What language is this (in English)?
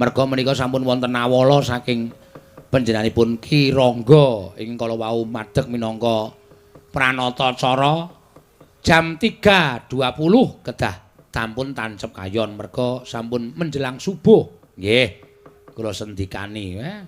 Javanese